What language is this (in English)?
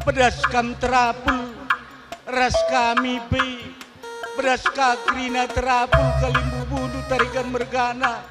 Batak Karo